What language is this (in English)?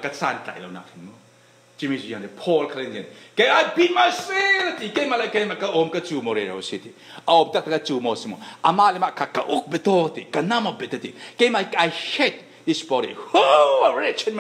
Falam Chin